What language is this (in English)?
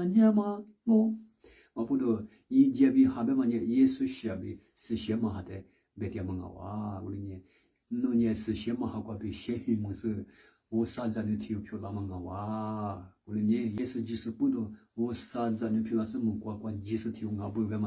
Lisu